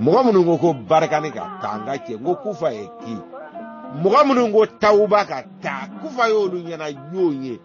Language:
Bambara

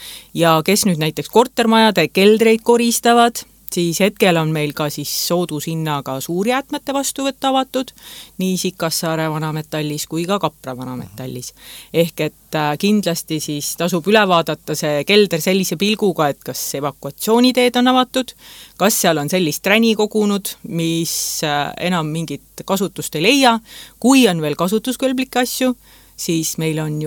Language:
Estonian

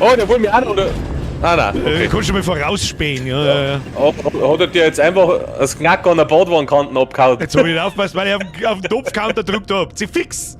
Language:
Bavarian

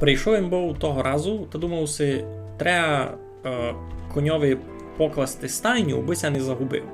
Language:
Rusyn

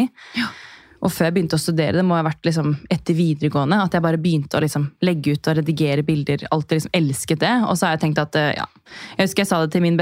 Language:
Norwegian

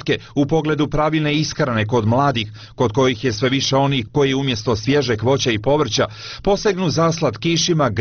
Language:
Bosnian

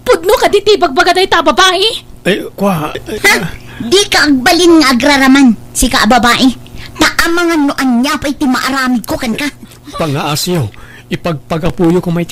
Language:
Iloko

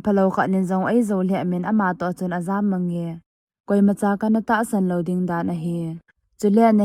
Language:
Thado Chin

